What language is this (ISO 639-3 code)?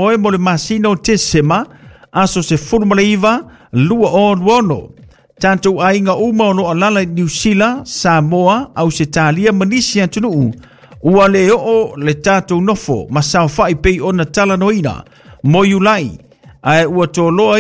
smo